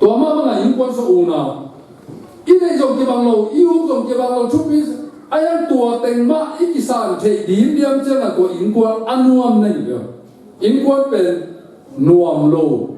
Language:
Tedim Chin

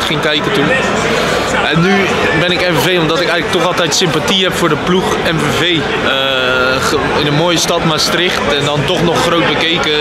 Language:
Dutch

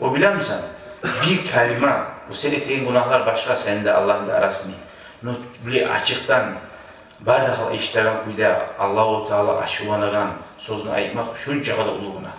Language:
Kumyk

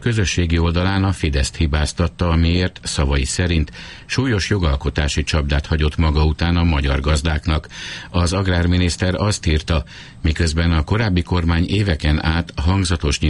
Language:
Hungarian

